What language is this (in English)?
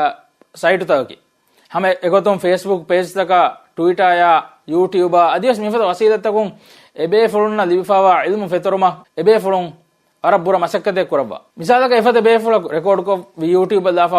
Divehi